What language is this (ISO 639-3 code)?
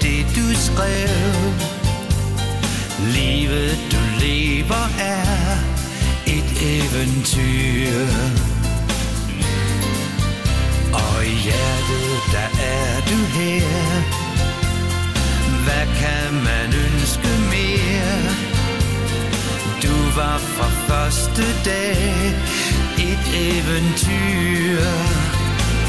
dan